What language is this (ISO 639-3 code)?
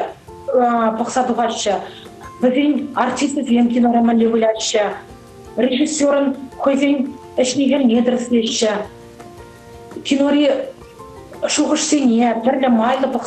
chv